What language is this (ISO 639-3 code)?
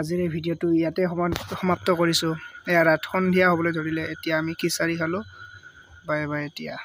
asm